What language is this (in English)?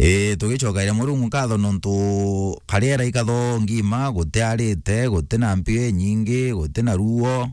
Meru